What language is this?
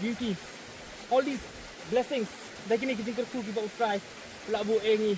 Khasi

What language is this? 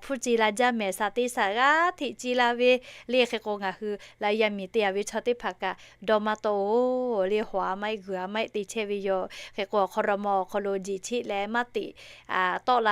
Lahu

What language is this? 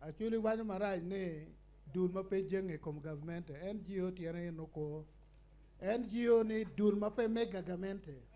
Acoli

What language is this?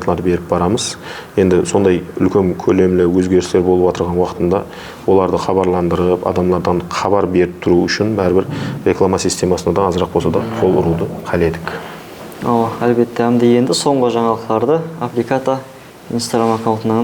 Kara-Kalpak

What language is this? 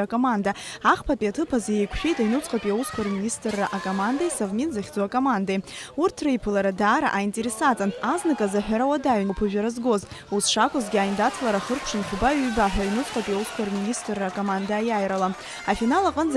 Abkhazian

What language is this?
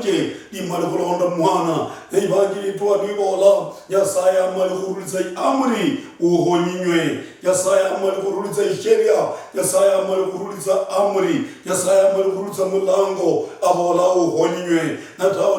Luyia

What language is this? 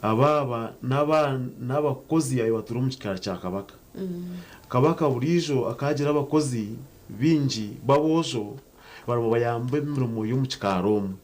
Nyankole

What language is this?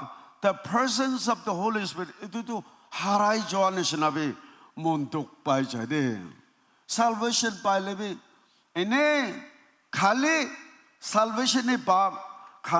Naga Pidgin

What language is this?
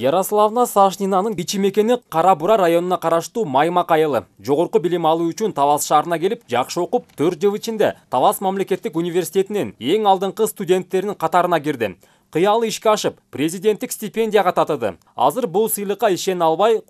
Kyrgyz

